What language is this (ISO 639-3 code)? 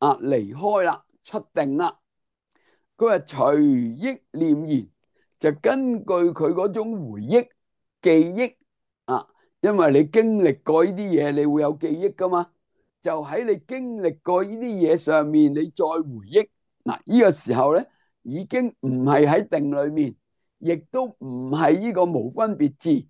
yue